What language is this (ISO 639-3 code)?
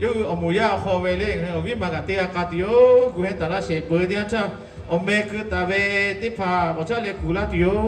lhu